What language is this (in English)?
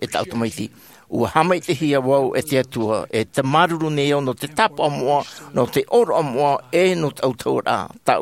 Tahitian